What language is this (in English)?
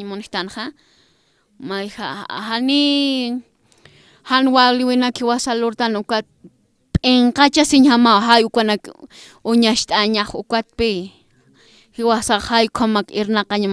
Aymara